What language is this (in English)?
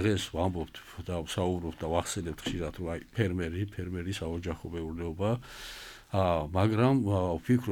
Georgian